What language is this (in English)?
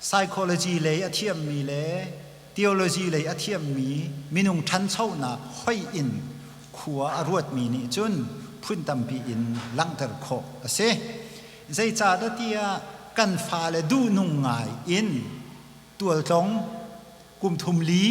Hakha Chin